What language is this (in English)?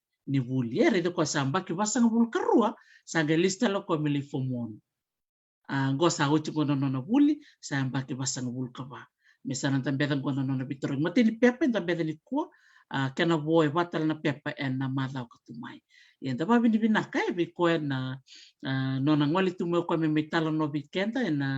Fijian